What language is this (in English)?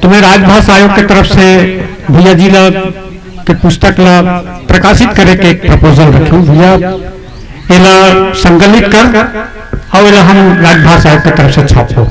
Chhattisgarhi